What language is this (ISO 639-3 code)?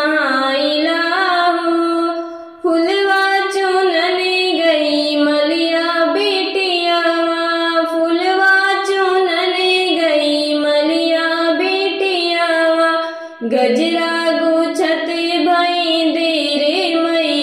bho